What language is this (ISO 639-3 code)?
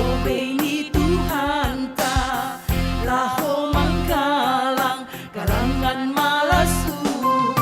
bts